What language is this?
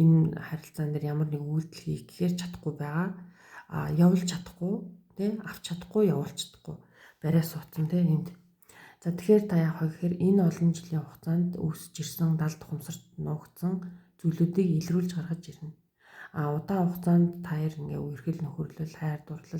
Mongolian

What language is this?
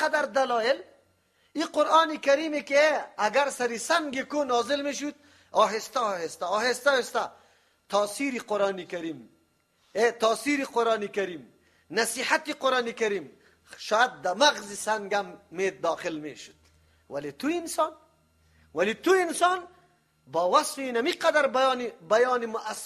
Persian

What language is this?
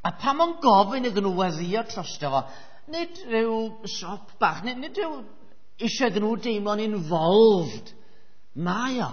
Welsh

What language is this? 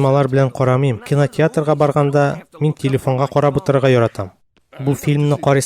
Tatar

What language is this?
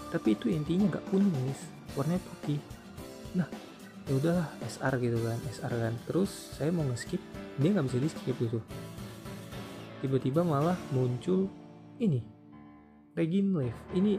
Indonesian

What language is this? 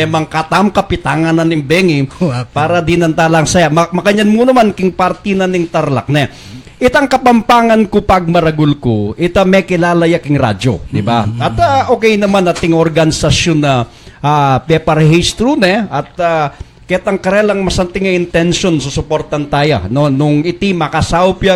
Pampanga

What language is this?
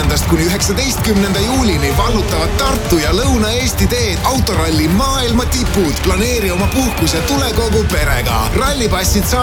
Estonian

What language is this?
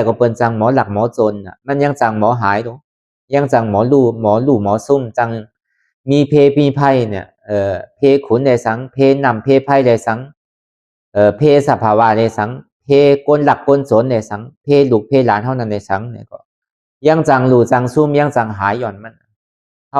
Lü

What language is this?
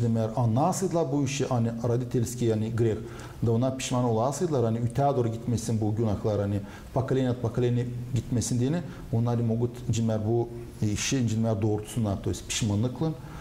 Gagauz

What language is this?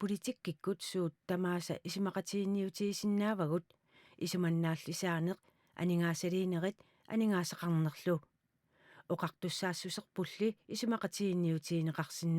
Kalaallisut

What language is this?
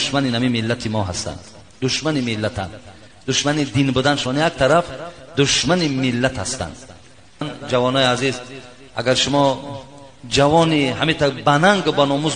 Tajik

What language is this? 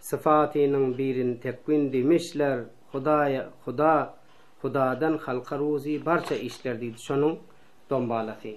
Turkmen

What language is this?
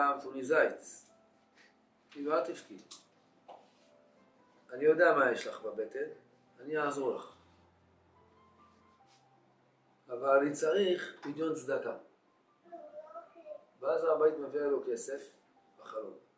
Hebrew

